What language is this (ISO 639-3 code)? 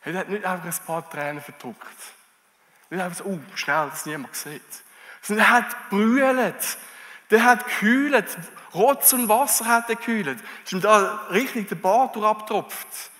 gsw